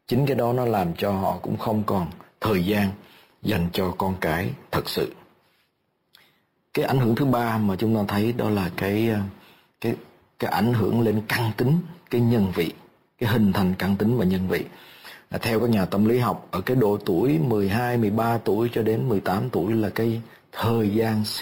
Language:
Vietnamese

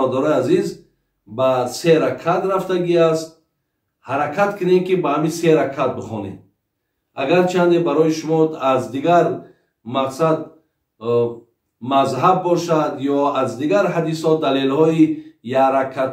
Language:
Tajik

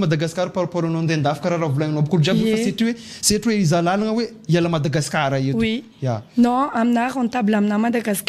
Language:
Malagasy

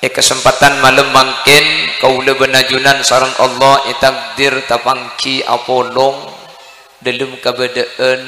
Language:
Madurese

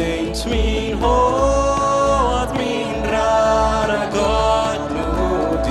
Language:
Plautdietsch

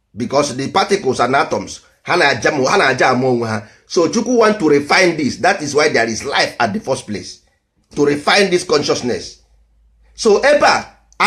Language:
Igbo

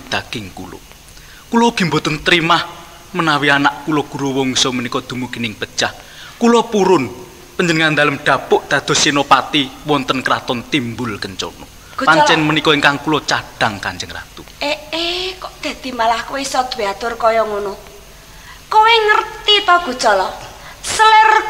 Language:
Javanese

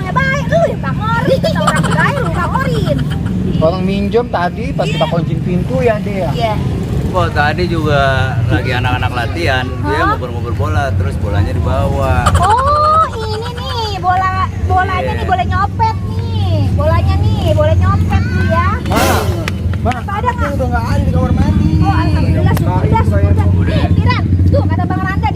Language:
Betawi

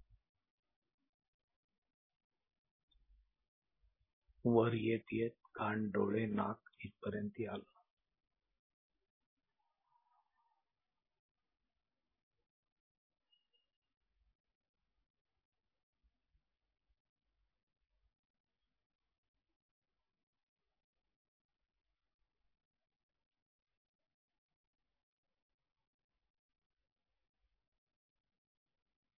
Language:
Marathi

